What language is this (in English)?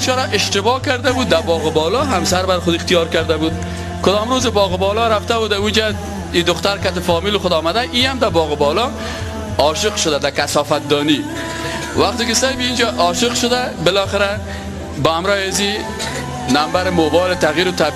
Persian